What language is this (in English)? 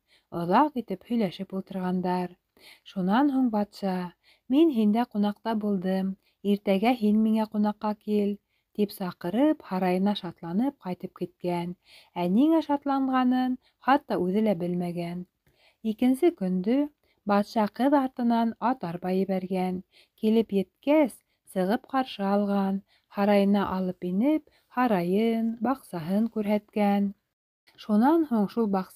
Bashkir